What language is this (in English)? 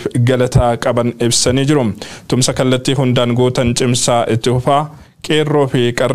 Oromo